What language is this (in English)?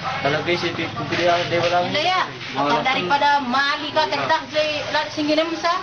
Batak Karo